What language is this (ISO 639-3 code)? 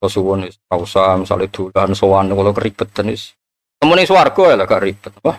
jav